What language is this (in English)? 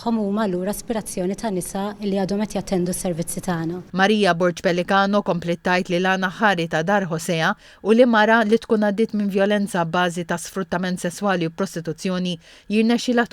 Maltese